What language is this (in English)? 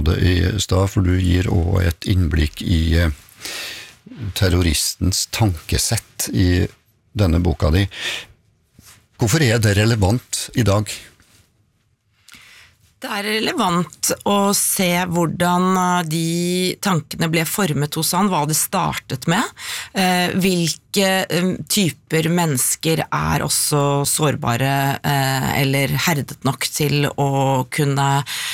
Norwegian